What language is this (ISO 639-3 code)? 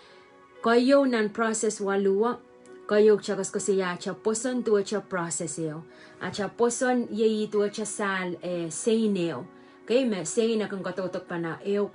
pon